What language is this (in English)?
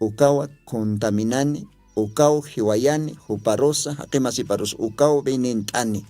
Aymara